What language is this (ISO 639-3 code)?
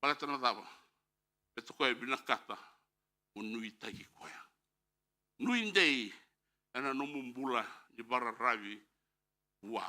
fij